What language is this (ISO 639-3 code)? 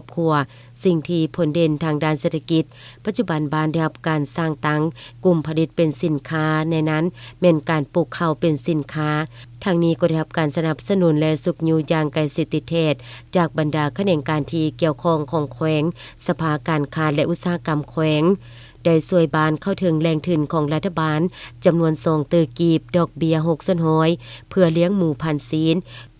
lao